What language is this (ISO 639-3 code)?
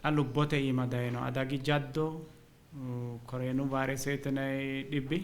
sid